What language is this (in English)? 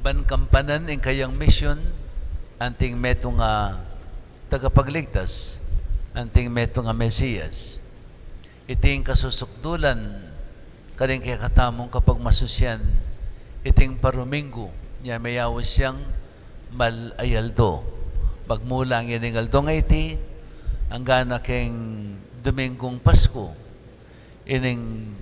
Pampanga